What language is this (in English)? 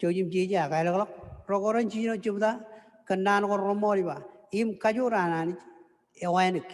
Marshallese